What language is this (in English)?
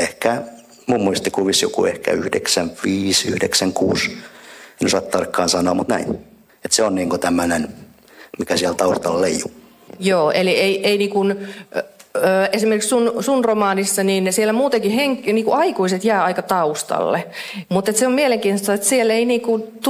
Finnish